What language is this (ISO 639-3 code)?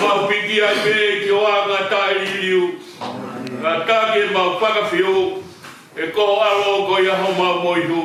ton